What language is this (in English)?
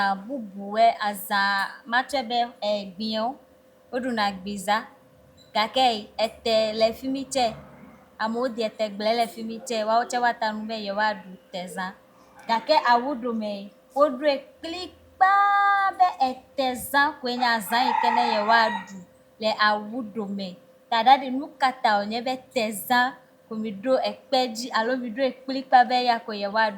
Ewe